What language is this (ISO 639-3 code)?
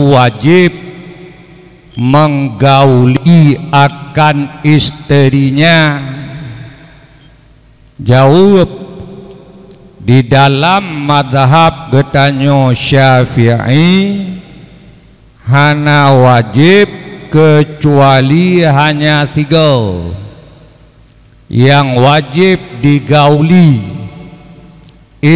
ace